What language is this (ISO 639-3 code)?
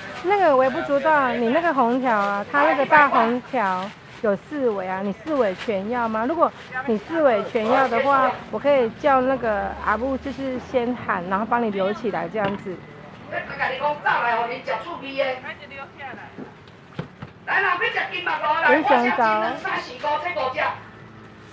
nan